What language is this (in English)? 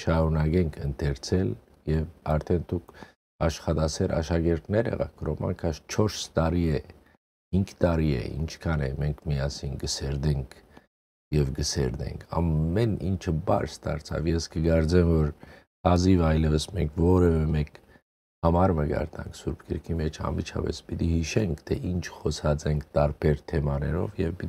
Western Armenian